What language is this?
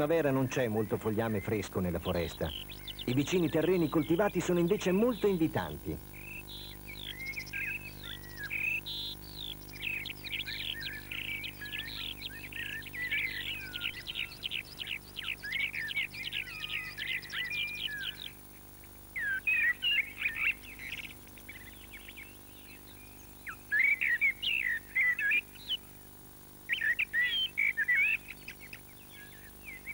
Italian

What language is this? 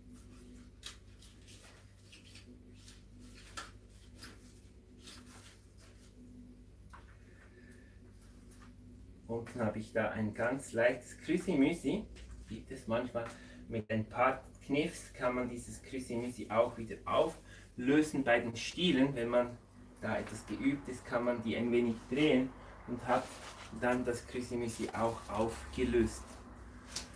German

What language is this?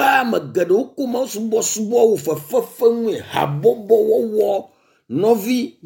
Ewe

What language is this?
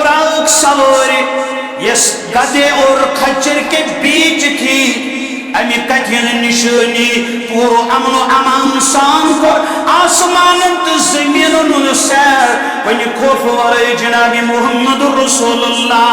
Kashmiri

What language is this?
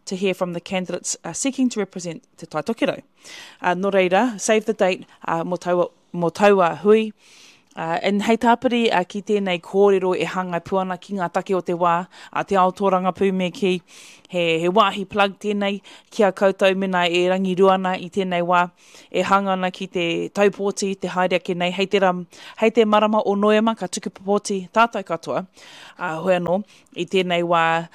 Māori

